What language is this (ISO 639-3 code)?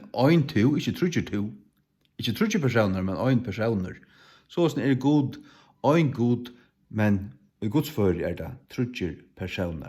fao